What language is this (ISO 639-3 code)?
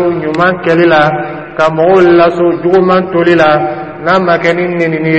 dyu